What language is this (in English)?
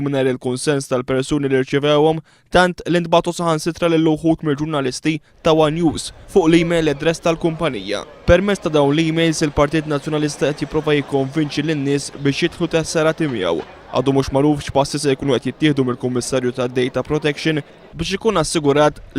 Maltese